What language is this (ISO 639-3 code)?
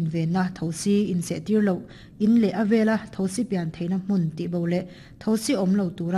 lus